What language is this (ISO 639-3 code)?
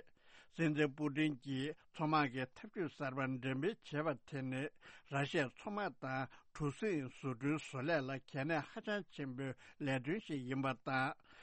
bod